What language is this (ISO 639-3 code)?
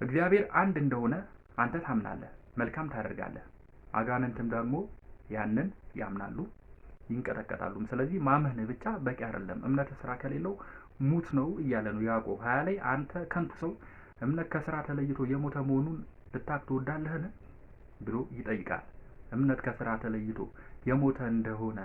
amh